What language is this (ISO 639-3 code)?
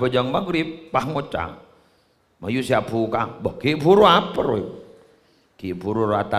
mad